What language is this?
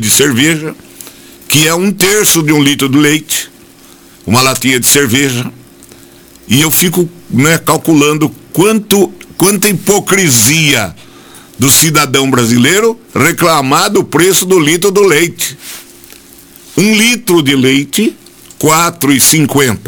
Portuguese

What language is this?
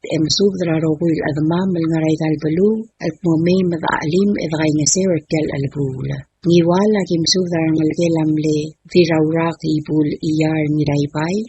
Palauan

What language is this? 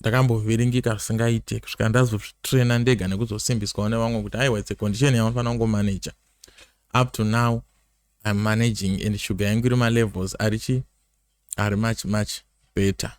Shona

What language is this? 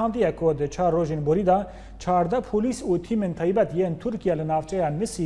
Kurdish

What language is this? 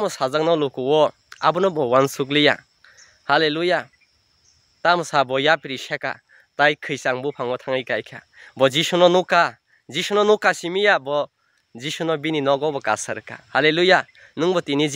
Kok Borok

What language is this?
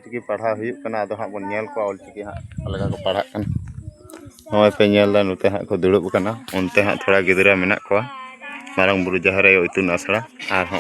Santali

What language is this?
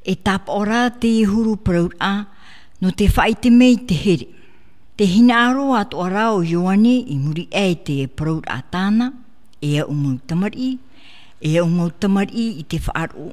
Tahitian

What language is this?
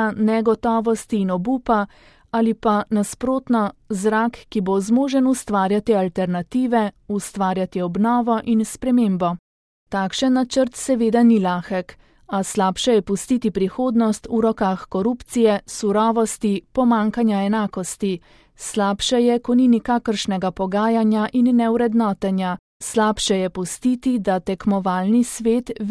Slovenian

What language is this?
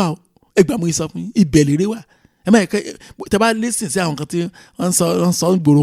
Yoruba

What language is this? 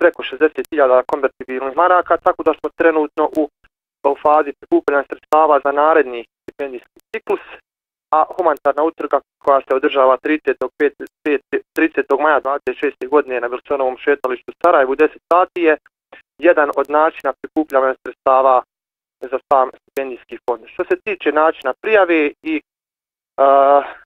Bosnian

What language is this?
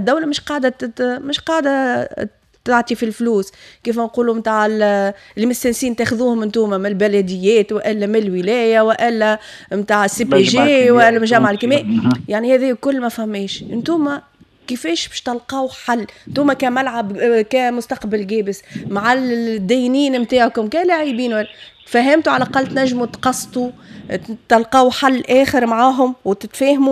Tunisian Arabic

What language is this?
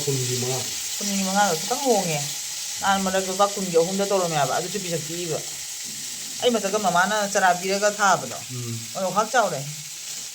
Manipuri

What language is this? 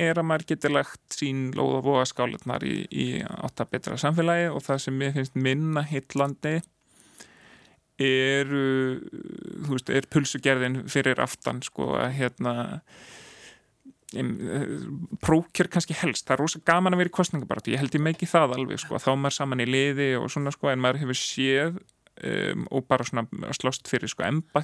Icelandic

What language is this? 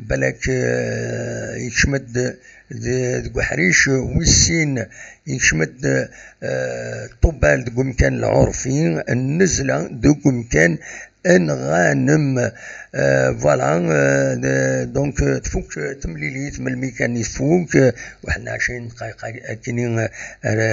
Kabyle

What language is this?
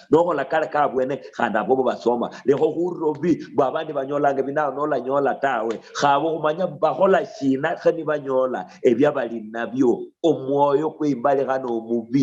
Luyia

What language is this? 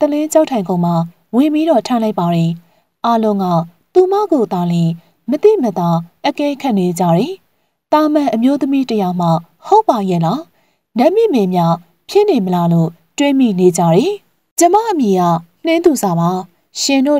Burmese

